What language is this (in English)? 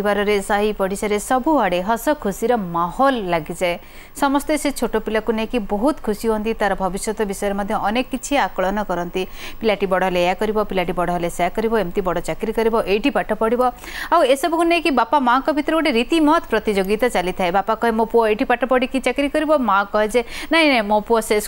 Odia